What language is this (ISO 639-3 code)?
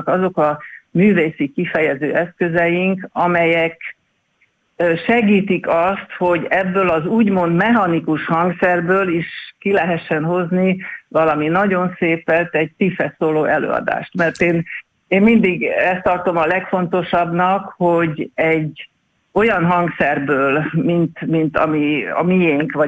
hun